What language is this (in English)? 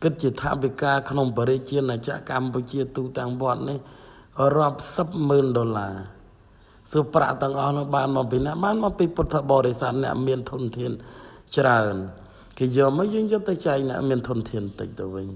Khmer